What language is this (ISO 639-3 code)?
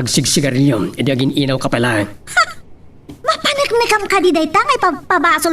ilo